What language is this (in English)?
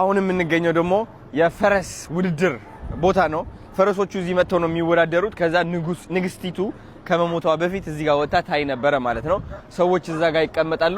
Amharic